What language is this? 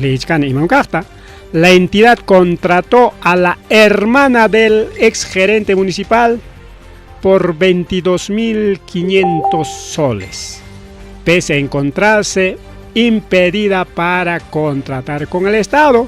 Ayacucho Quechua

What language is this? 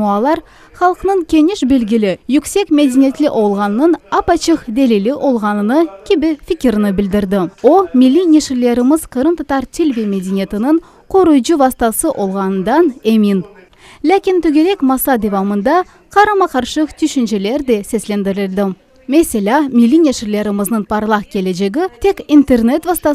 Crimean Tatar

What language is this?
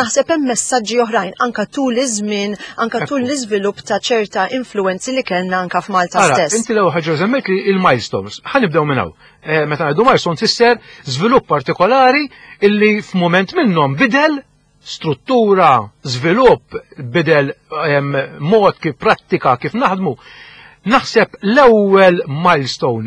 Maltese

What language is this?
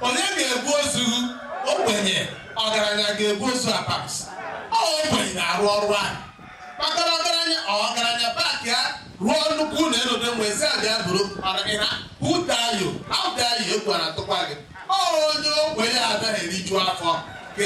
Igbo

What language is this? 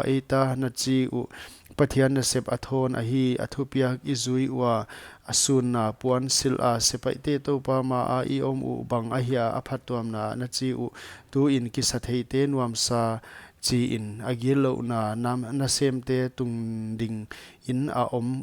Paite Chin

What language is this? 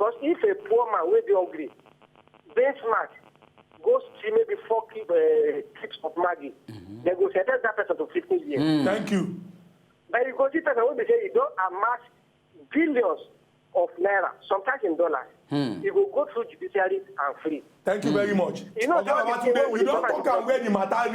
Nigerian Pidgin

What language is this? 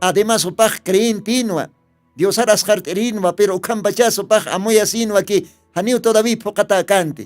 Aymara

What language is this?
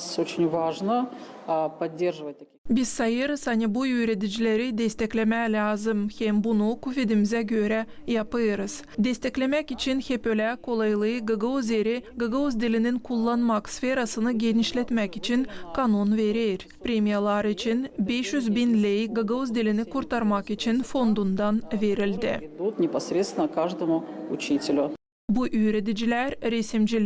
Gagauz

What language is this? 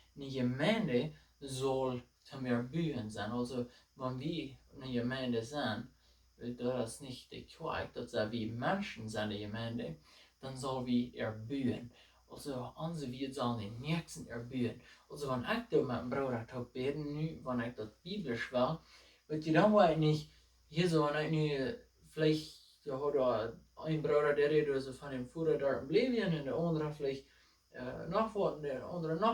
Plautdietsch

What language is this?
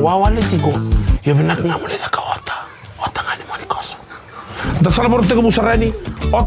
Fijian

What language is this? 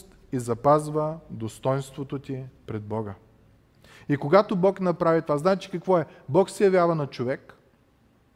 Bulgarian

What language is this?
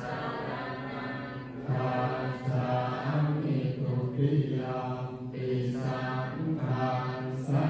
Pali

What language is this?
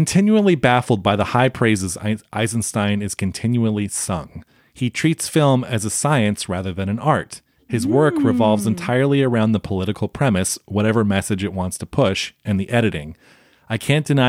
English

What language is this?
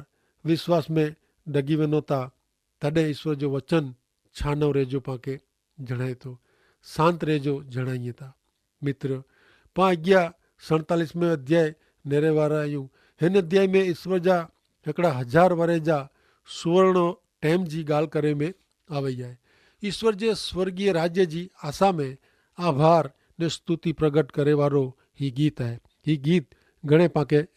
Kachhi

